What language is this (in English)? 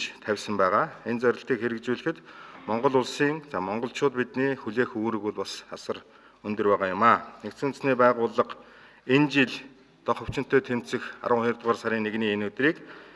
Mongolian